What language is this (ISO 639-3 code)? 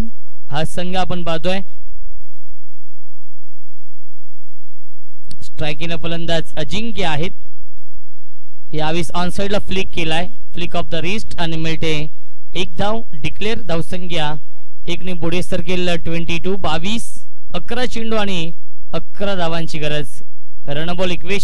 mar